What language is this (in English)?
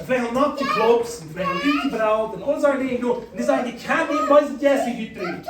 Plautdietsch